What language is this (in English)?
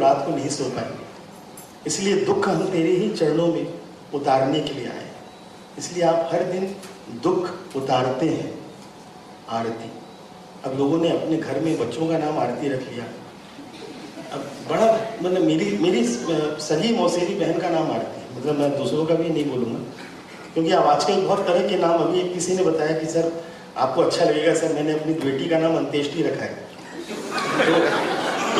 Hindi